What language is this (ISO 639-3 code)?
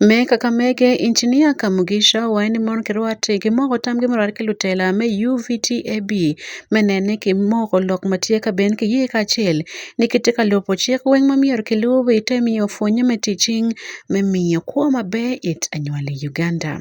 ach